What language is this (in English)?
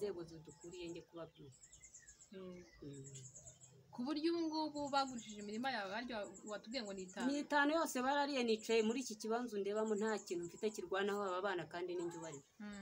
Kinyarwanda